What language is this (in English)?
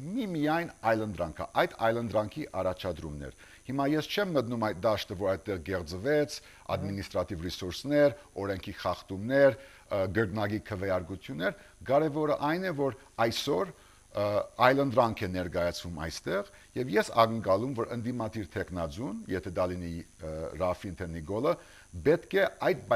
Armenian